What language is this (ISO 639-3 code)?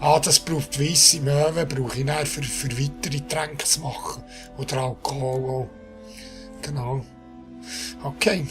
gsw